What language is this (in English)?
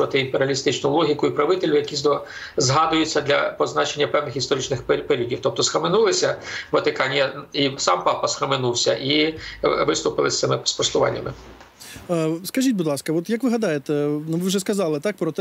Ukrainian